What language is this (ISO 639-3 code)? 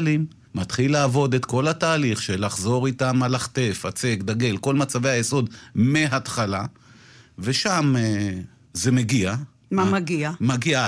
heb